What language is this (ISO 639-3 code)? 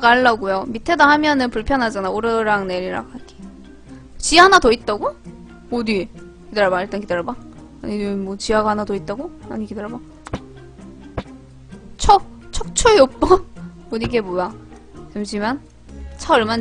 kor